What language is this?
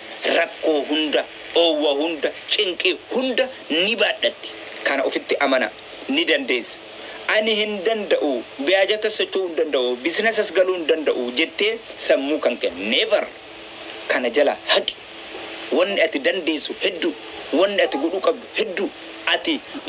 Oromo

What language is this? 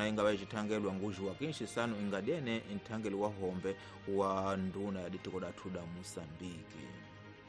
Tsonga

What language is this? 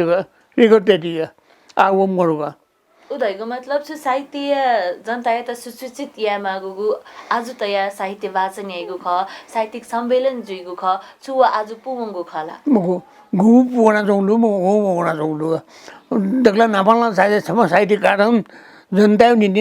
Newari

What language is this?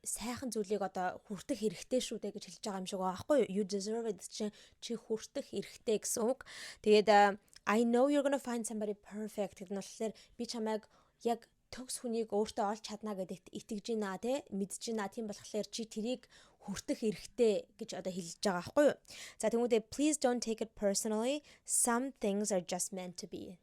Mongolian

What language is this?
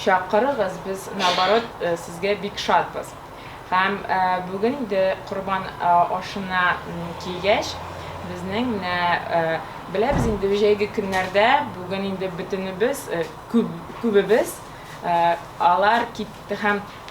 Tatar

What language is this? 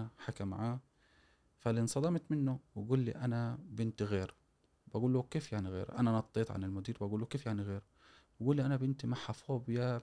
Gulf Arabic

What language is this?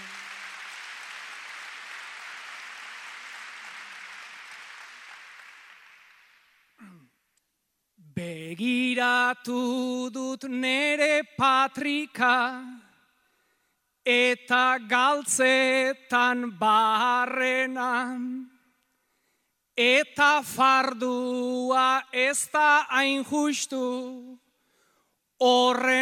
Basque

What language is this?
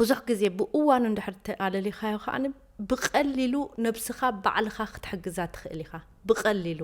Tigrinya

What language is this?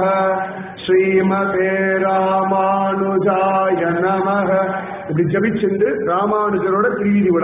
Tamil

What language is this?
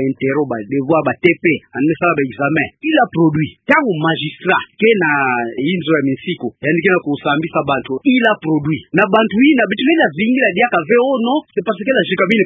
Kituba (Democratic Republic of Congo)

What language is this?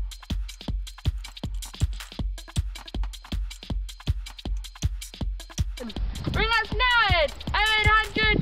English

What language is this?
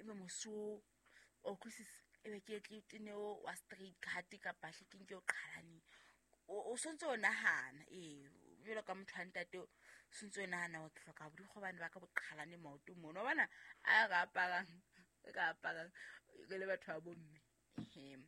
Southern Sotho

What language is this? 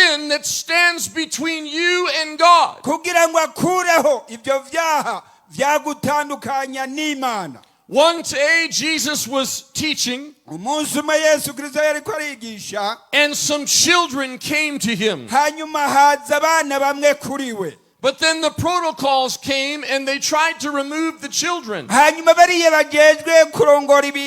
Rundi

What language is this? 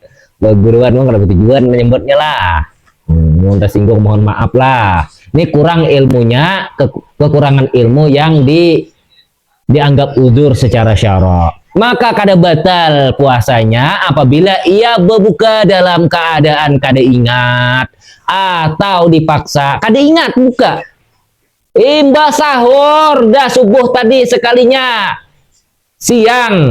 Banjar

